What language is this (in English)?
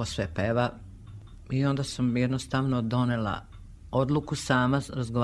Serbian